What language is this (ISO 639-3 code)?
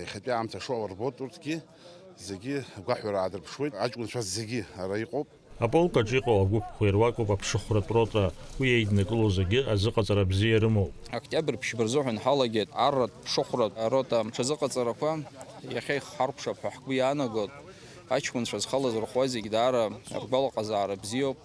abk